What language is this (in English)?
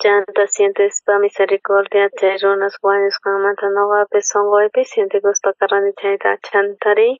South Bolivian Quechua